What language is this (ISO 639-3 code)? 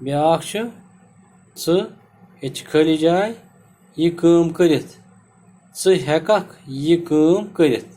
kas